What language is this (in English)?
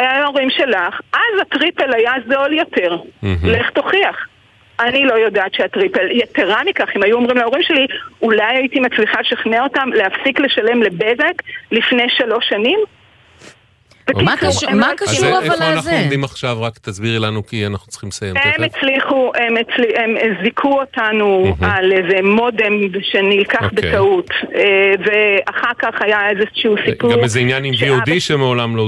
Hebrew